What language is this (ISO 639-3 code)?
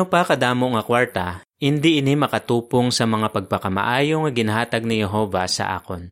hil